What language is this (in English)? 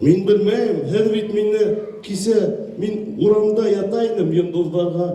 Bashkir